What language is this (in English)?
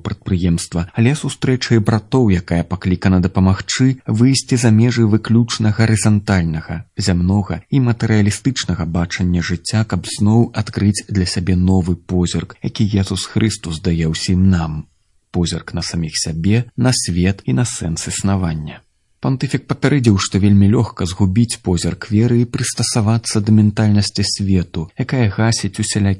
Belarusian